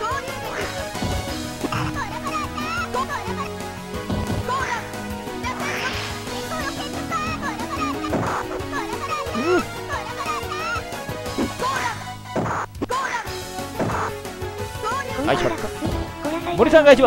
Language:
Japanese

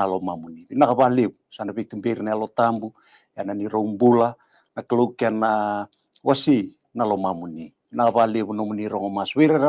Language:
Fijian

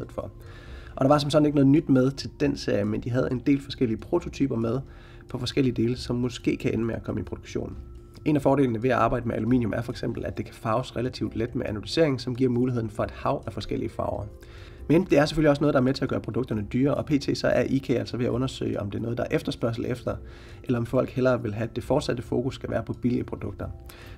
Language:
Danish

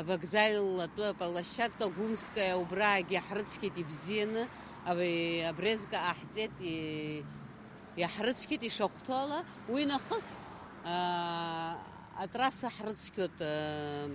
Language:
Abkhazian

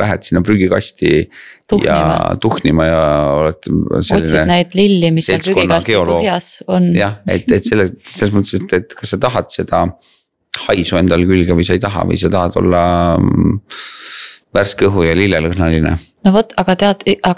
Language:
Estonian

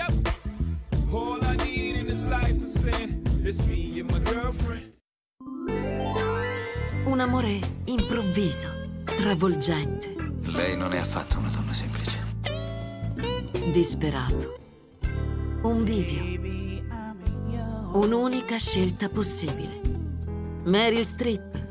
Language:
Italian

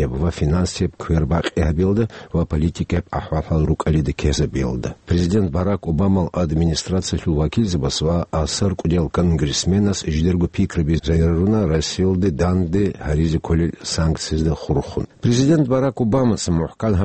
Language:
Avaric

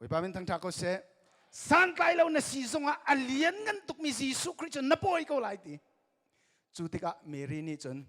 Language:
Hakha Chin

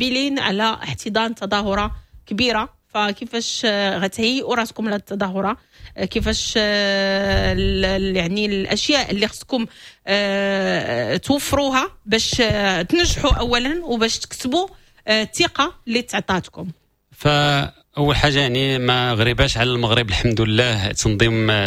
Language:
Moroccan Arabic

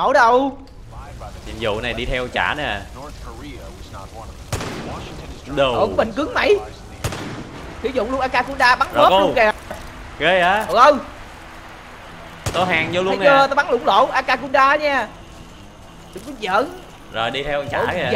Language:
Vietnamese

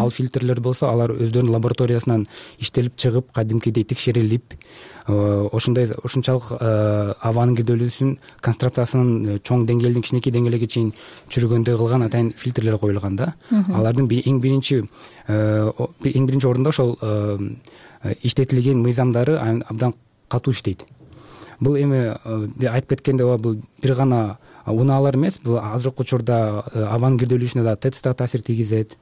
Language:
Kyrgyz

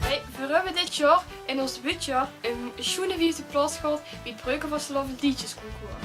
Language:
Limburgish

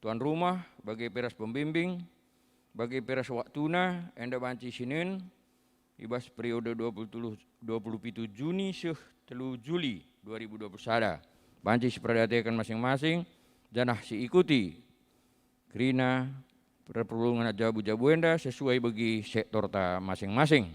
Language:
Batak Karo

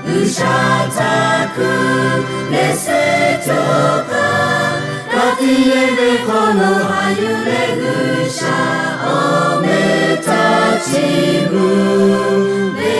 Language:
Lahu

